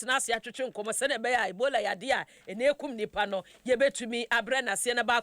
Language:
Akan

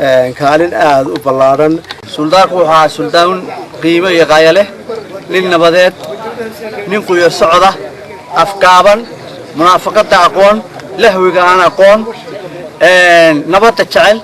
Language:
Somali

